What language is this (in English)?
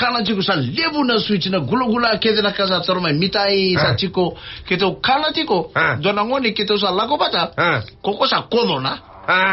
Fijian